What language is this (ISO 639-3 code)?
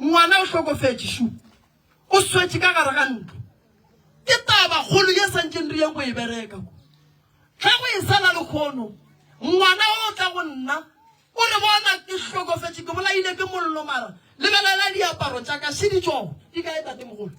nso